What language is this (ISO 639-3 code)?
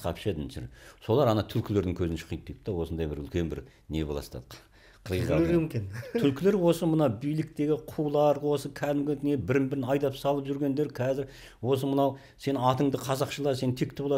kaz